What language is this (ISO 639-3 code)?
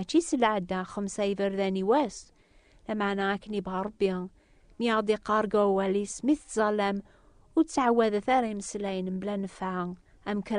kab